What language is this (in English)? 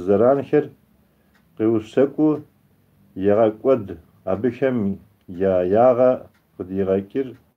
Kabardian